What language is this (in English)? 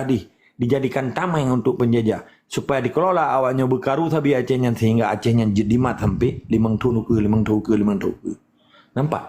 Achinese